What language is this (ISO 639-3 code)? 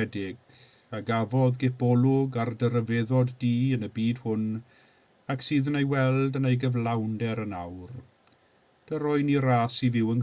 cym